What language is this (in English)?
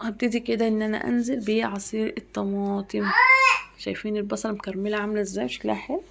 Egyptian Arabic